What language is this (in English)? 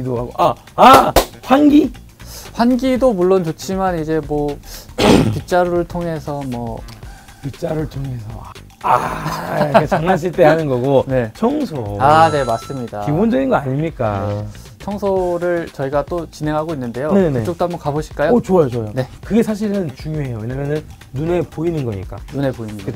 Korean